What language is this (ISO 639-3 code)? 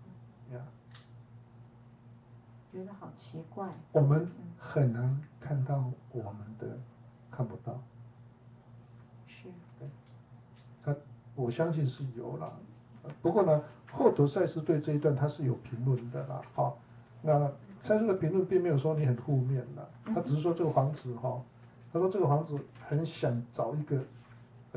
zho